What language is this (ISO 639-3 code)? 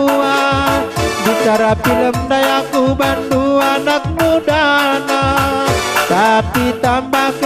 btx